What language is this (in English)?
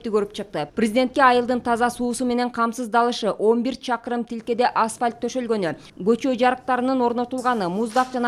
Kyrgyz